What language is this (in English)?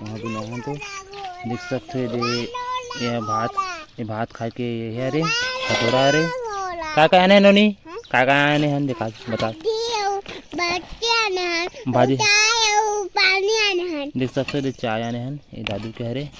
Chhattisgarhi